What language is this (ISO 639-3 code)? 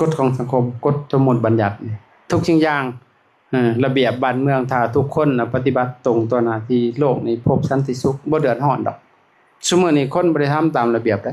lao